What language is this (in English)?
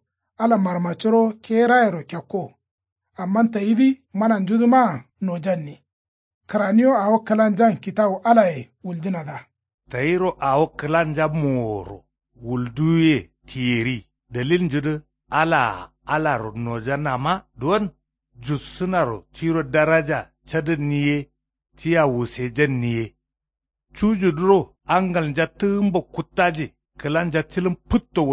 Kanuri